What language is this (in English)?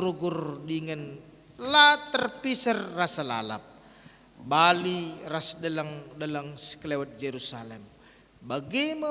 Batak Karo